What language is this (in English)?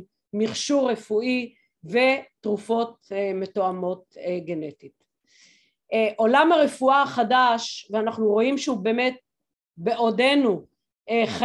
Hebrew